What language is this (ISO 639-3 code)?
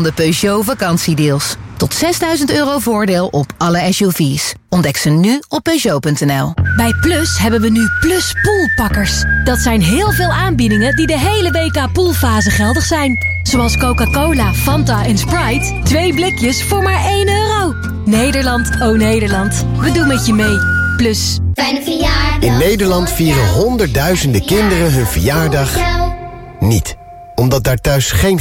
nld